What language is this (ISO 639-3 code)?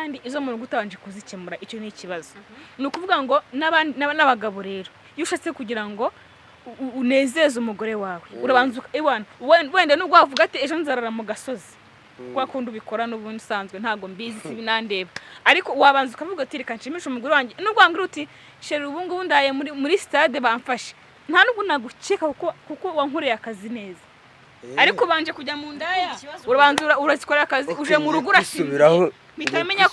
kin